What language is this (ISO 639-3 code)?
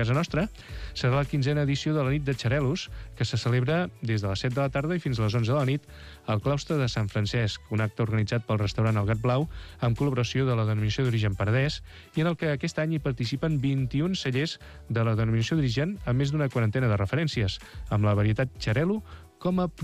cat